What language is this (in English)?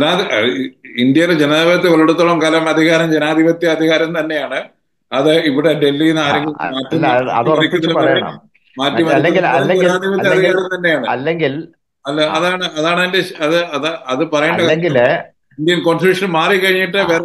Malayalam